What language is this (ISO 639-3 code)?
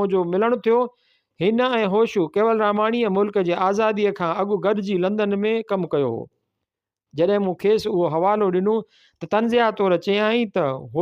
snd